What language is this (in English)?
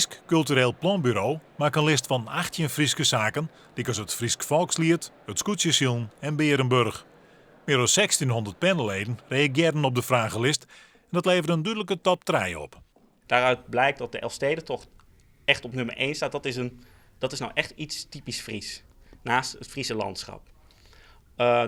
Western Frisian